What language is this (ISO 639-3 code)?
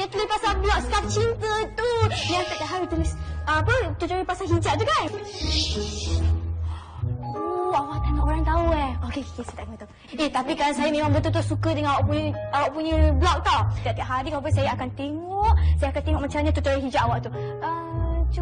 msa